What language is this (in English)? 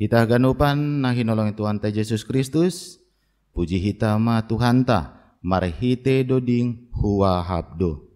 Batak Simalungun